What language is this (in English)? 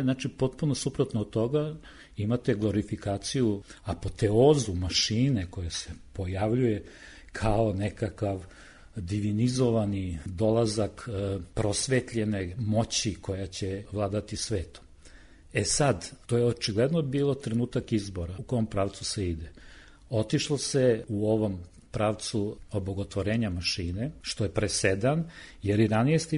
Serbian